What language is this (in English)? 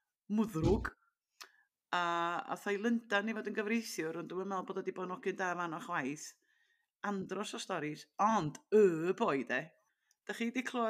Welsh